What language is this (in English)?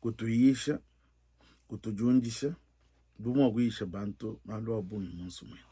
Luba-Lulua